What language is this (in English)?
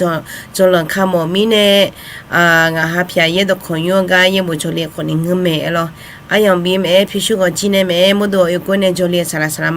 Akha